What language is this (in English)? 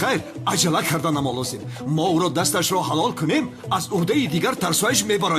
Tajik